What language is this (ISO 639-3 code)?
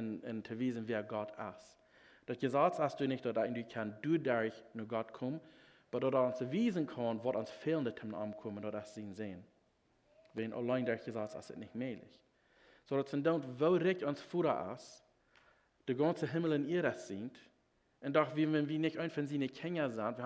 pdt